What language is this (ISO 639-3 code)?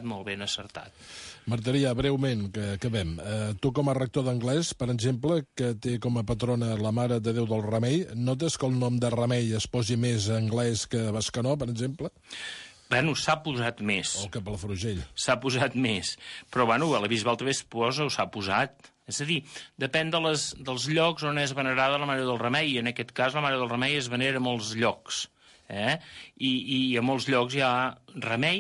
cat